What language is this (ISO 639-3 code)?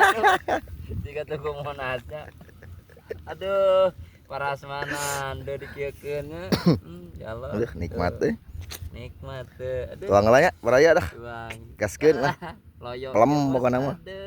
sun